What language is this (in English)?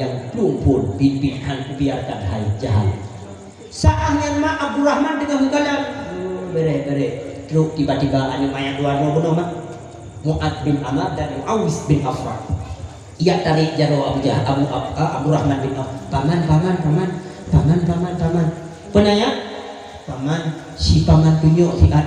Achinese